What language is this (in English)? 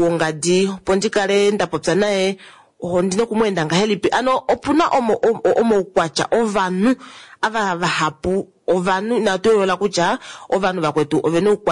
Kuanyama